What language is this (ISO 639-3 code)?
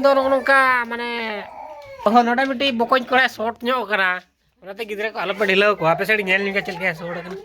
sat